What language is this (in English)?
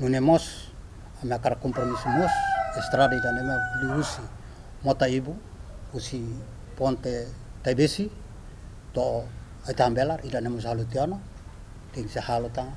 Tetum